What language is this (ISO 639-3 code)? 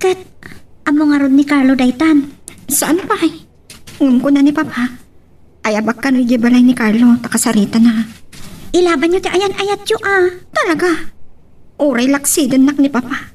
ilo